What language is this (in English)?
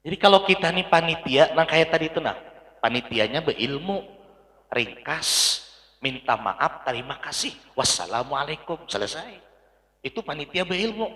Banjar